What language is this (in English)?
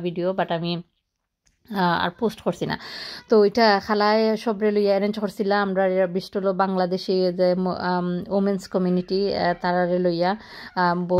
Sylheti